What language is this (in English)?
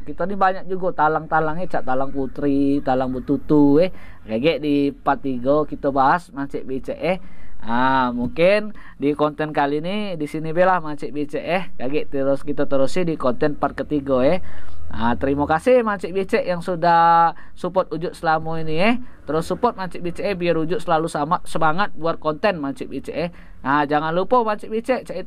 Musi